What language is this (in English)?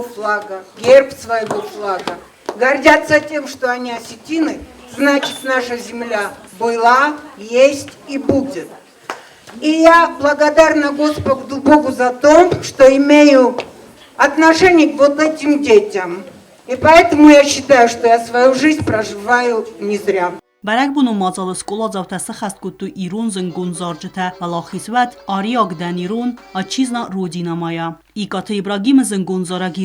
Ossetic